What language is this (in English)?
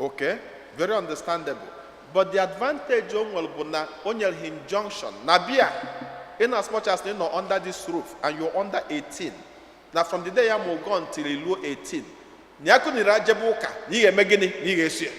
Igbo